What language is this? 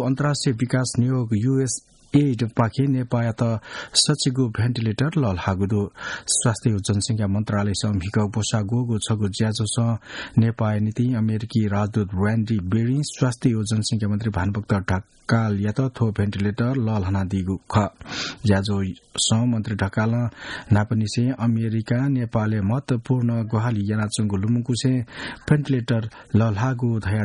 Newari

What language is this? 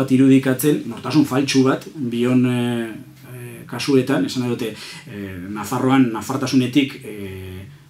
Basque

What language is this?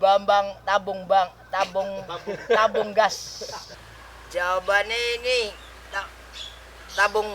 Betawi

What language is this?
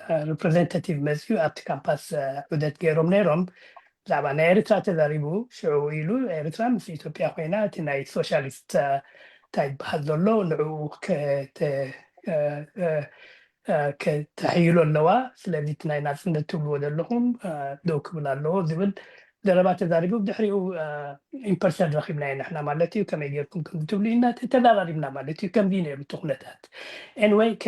Tigrinya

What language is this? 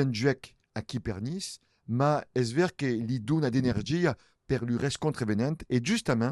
Occitan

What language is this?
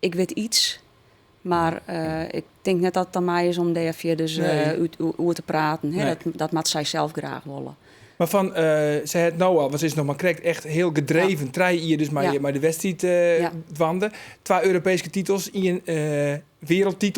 Western Frisian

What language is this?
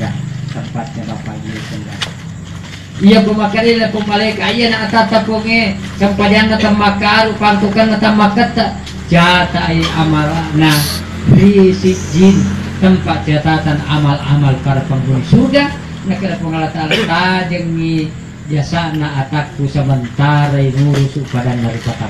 Buginese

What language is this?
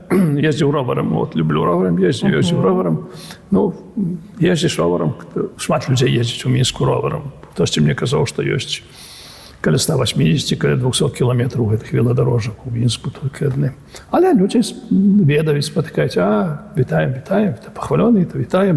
Belarusian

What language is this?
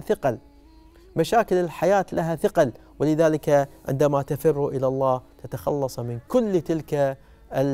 Arabic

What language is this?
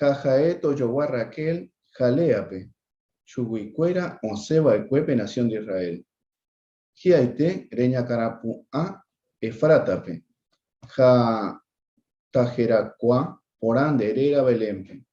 Guarani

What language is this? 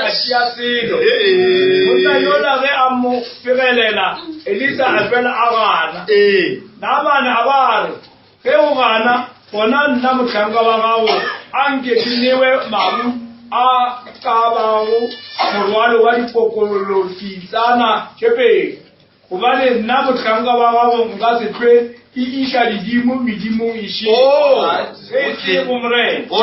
Northern Sotho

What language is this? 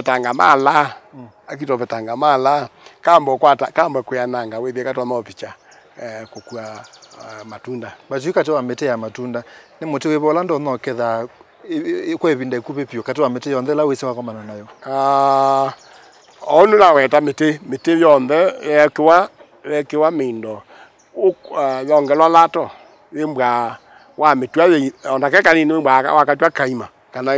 Kamba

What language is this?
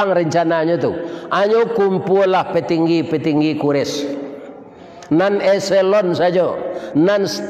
Minangkabau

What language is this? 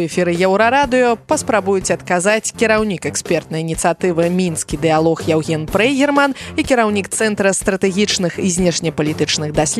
Belarusian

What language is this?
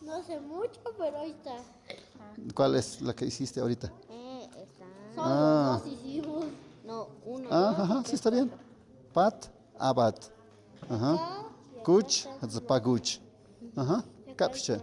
Tlahuitoltepec Mixe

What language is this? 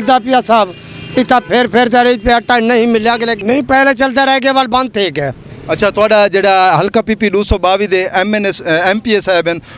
Saraiki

